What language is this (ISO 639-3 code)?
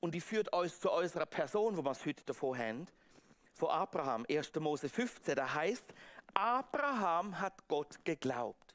gsw